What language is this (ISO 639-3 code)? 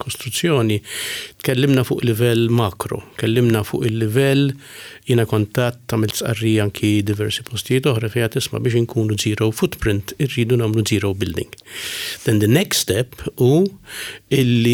mlt